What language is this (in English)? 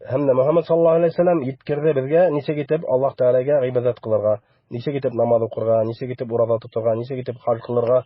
Bashkir